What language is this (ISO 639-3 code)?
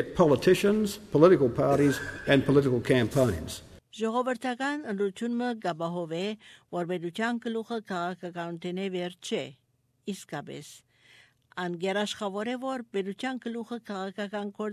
hye